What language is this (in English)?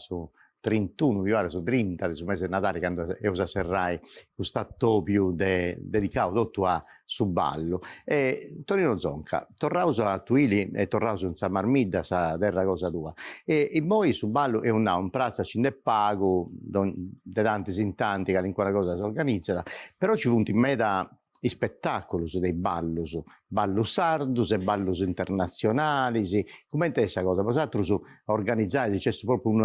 Sardinian